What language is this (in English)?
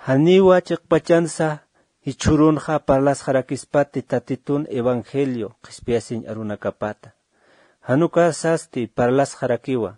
Aymara